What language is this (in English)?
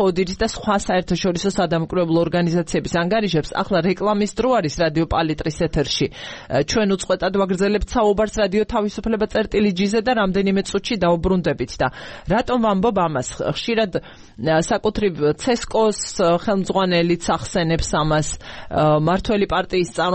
Georgian